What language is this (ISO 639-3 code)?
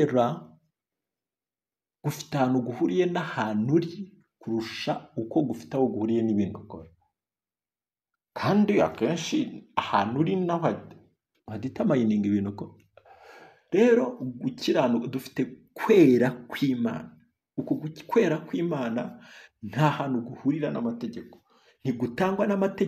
kin